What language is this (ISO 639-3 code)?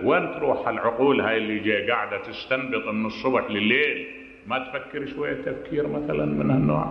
acm